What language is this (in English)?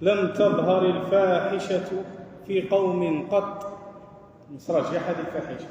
Algerian Arabic